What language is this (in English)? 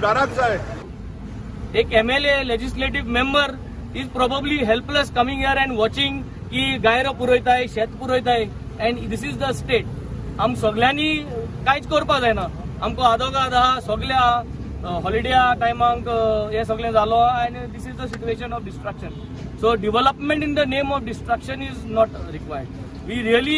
Konkani